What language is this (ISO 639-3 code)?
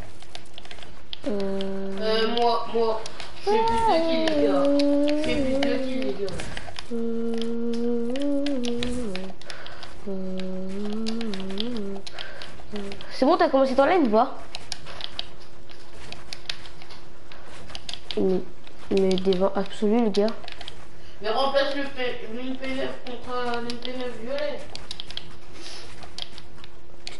fra